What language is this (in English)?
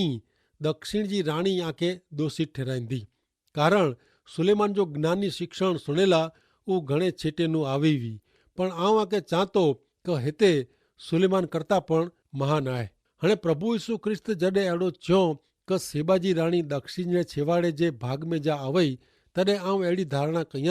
Kachhi